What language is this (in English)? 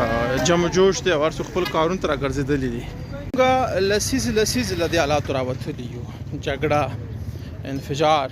Pashto